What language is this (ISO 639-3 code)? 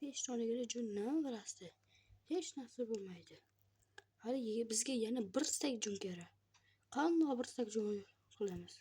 uzb